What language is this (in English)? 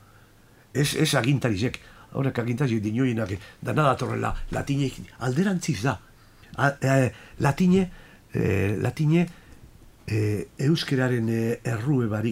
Basque